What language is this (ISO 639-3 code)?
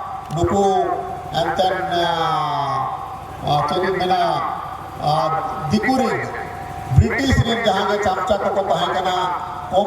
sat